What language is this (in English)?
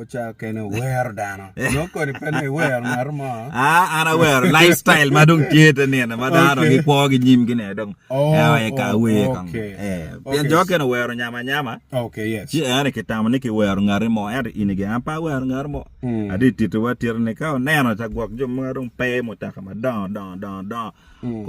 Acoli